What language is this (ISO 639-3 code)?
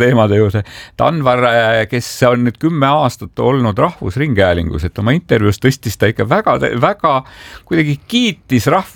est